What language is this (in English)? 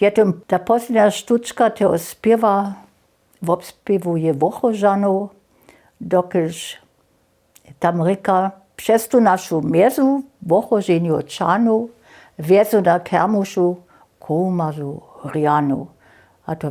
Upper Sorbian